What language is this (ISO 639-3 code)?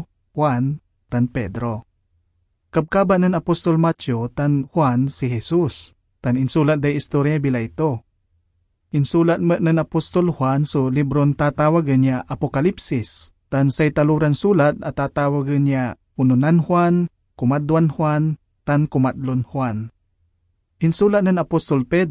pag